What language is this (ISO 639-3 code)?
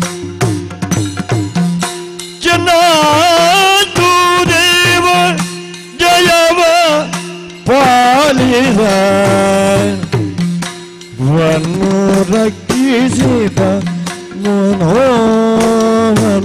kan